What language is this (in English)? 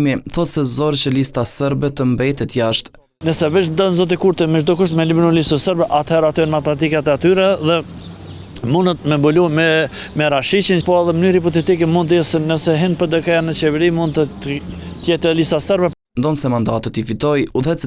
Albanian